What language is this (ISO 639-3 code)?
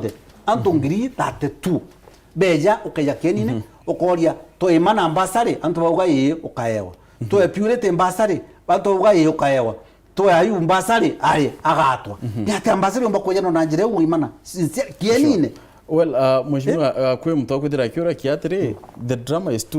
mer